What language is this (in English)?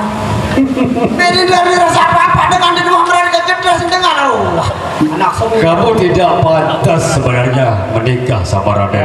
Sasak